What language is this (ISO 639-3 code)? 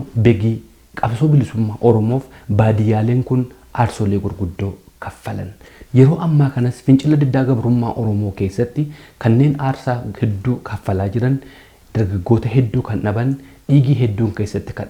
orm